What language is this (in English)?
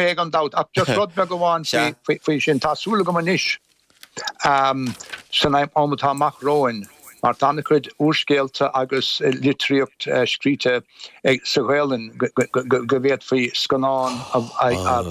Irish